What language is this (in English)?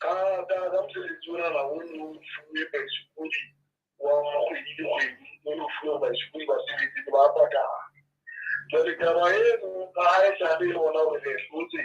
Southern Sotho